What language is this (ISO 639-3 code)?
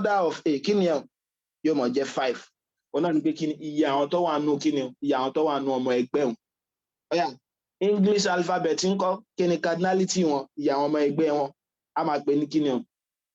yor